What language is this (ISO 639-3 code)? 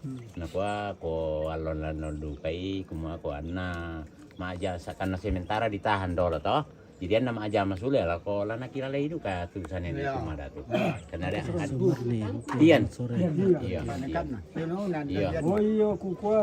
sda